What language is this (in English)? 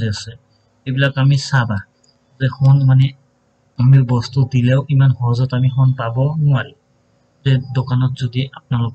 Assamese